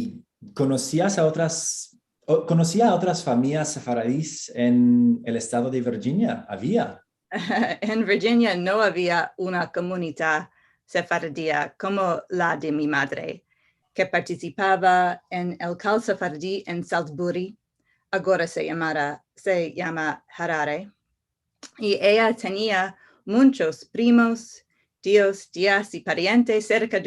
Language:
Ladino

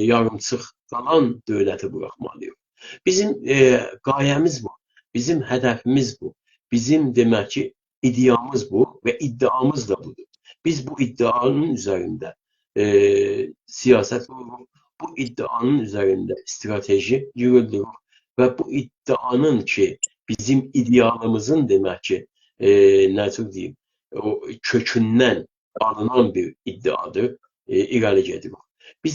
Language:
South Azerbaijani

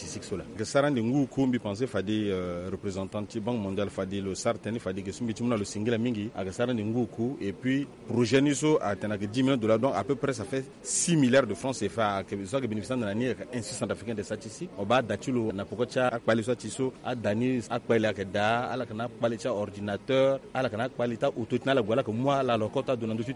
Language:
Sango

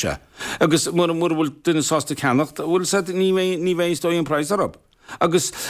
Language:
Irish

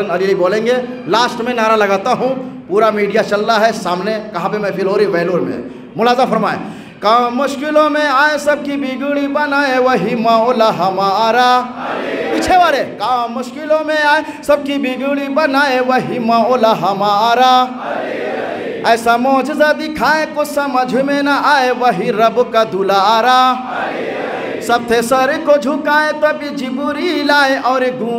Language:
Urdu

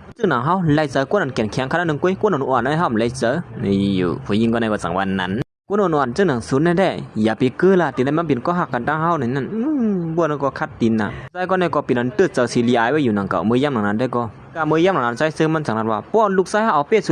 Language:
Shan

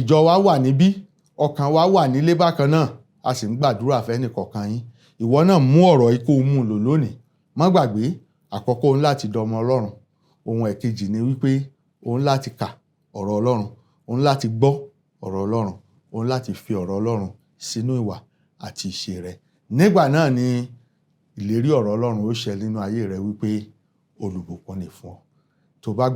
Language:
Yoruba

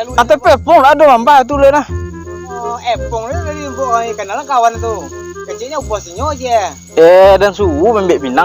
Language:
Minangkabau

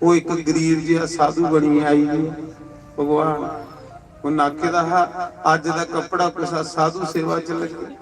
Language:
Dogri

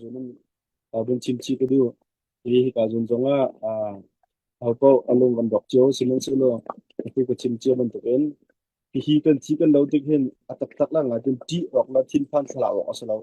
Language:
Hakha Chin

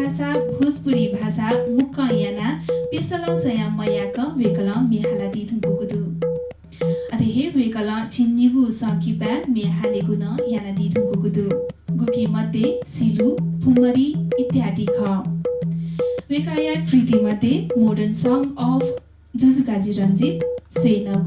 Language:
Newari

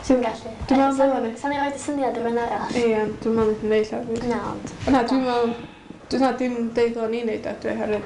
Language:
Welsh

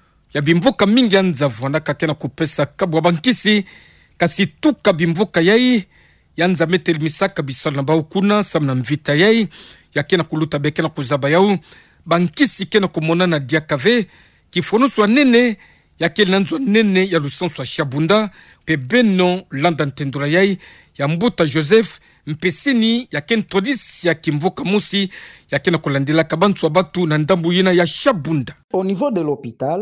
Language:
Kituba (Democratic Republic of Congo)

